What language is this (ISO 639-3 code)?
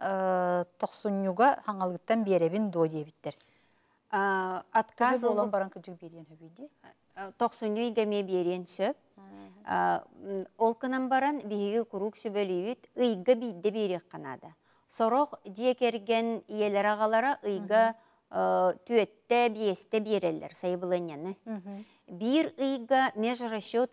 sah